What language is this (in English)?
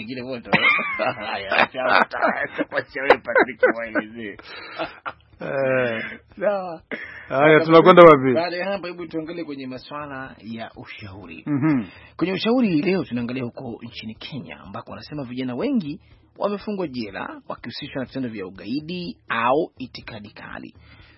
Swahili